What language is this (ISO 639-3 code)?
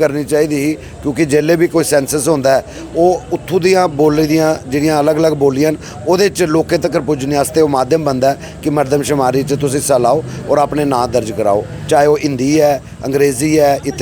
doi